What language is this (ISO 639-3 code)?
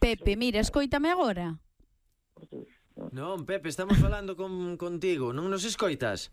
glg